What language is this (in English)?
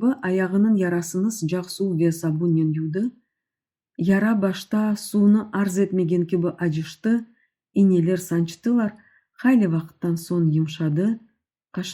Crimean Tatar